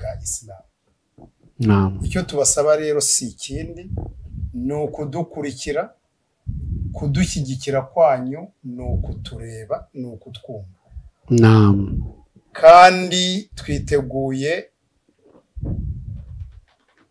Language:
Kinyarwanda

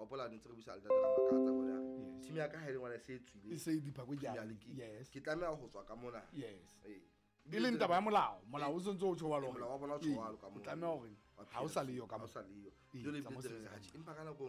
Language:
Southern Sotho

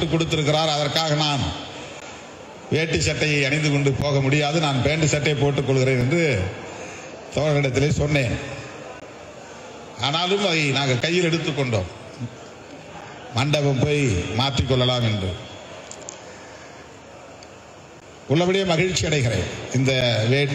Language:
Tamil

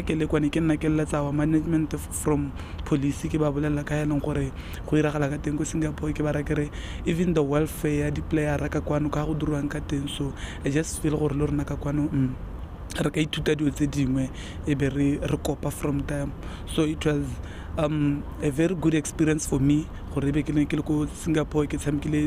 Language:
Tswana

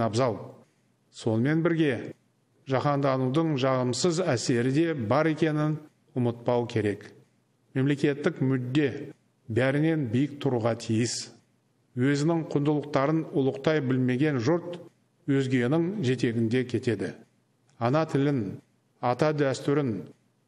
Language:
Kazakh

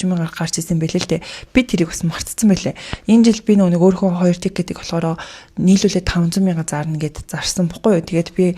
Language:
Mongolian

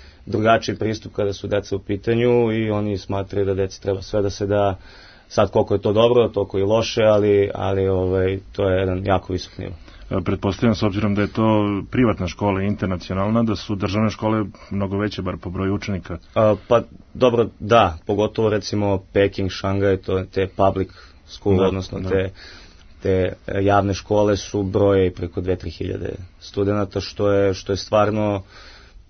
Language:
Serbian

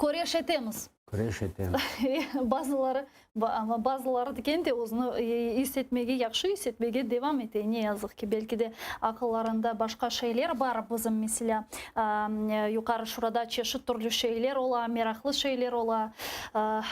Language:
Crimean Tatar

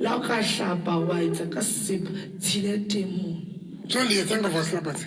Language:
Southern Sotho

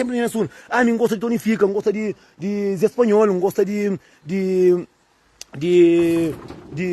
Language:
Kabuverdianu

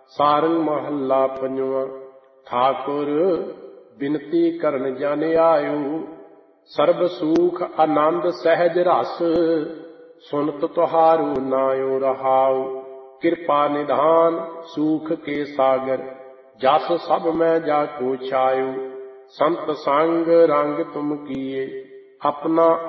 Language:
Punjabi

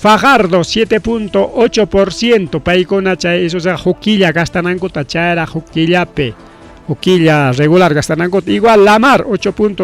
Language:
Ayacucho Quechua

